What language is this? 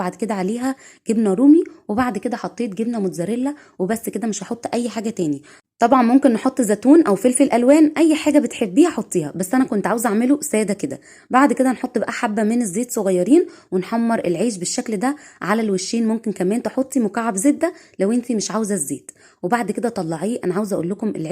Egyptian Arabic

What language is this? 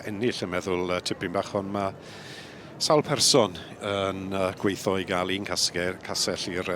Welsh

